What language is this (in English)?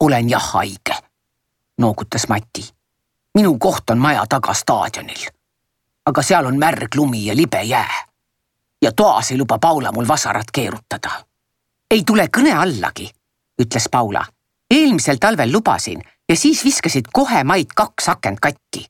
Estonian